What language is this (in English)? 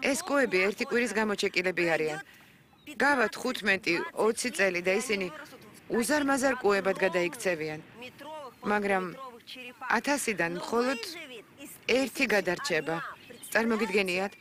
Georgian